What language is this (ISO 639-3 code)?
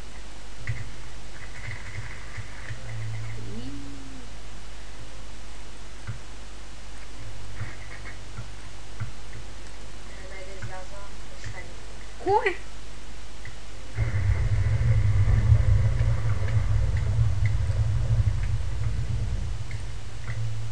bul